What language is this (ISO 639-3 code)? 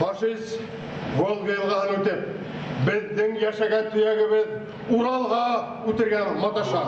bak